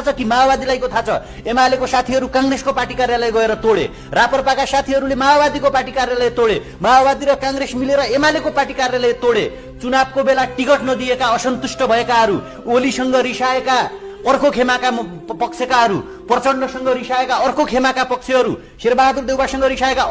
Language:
Nepali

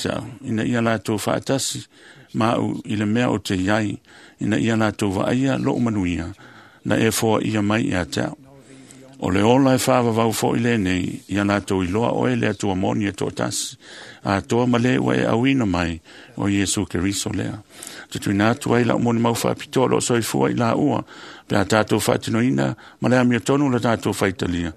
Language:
Samoan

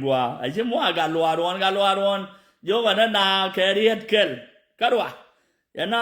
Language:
Nuer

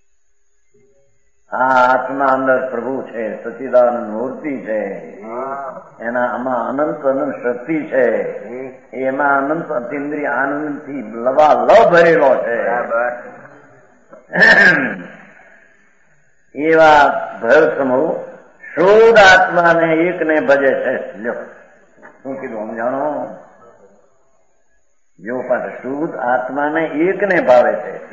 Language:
Gujarati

